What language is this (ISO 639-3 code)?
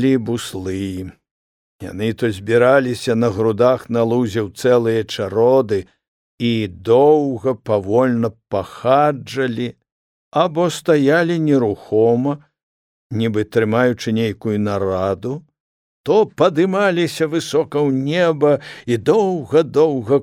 bel